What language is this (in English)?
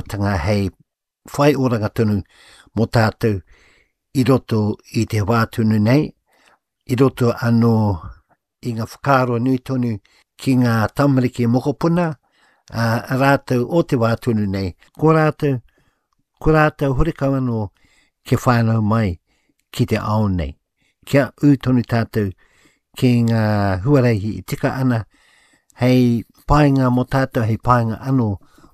Māori